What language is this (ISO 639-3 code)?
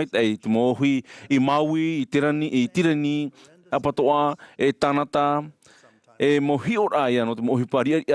tah